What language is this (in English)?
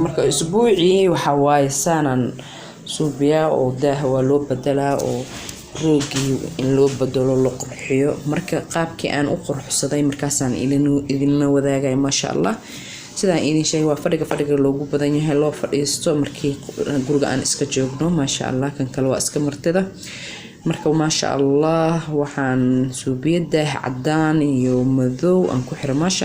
Somali